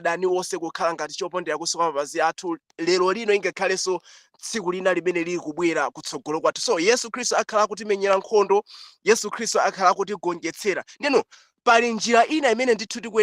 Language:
Nyanja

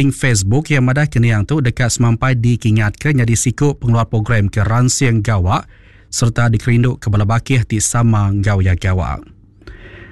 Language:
Iban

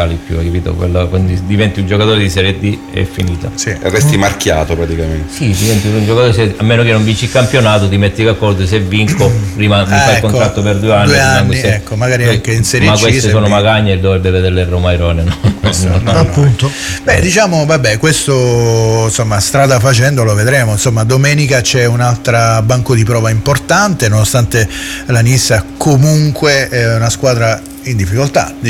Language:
Italian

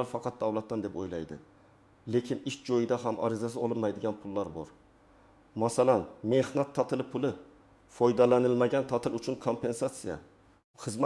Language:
Uzbek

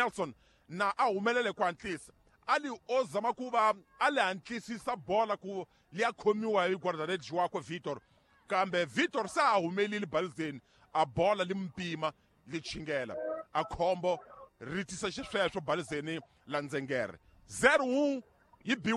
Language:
Tsonga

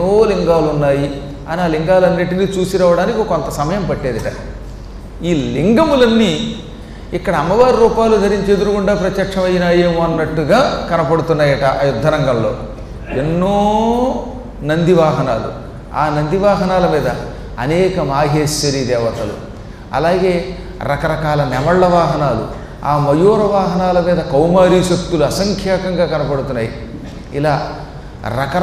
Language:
Telugu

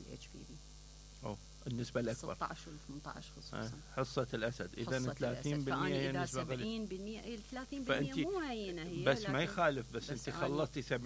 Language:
Mesopotamian Arabic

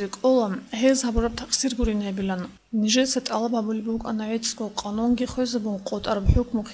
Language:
Avaric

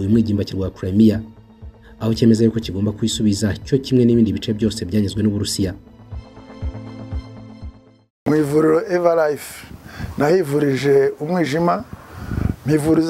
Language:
Kinyarwanda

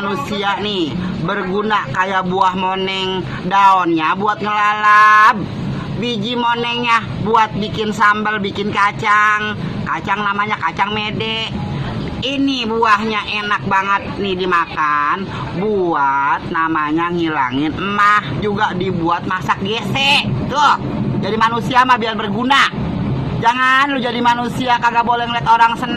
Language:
Betawi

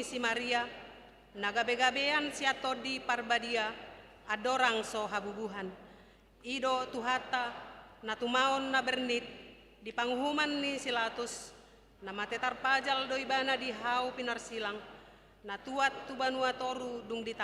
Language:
Batak Toba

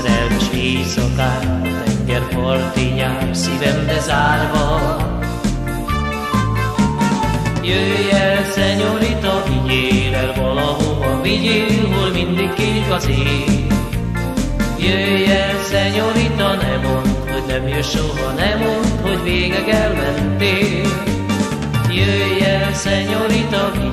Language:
Hungarian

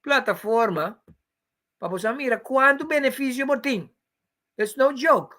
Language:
Papiamento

